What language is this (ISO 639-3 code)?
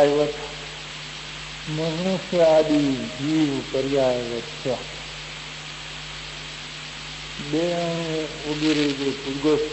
guj